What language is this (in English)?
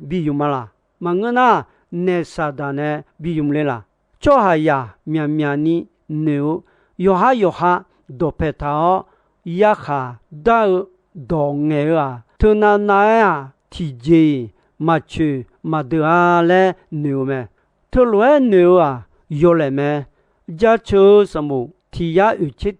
Akha